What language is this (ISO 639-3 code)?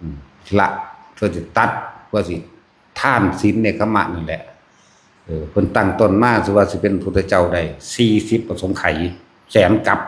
tts